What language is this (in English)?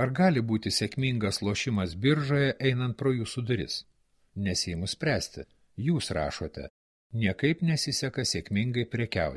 Lithuanian